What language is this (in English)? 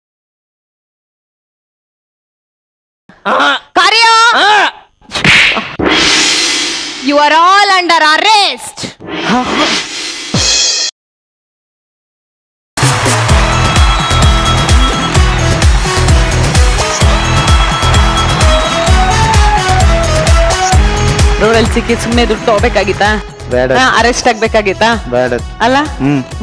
Kannada